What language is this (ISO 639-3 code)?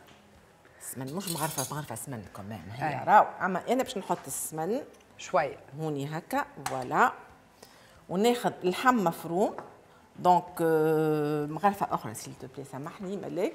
aeb